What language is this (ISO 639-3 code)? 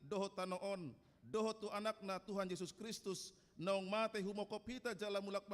bbc